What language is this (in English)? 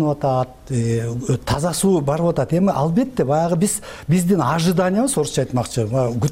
Kyrgyz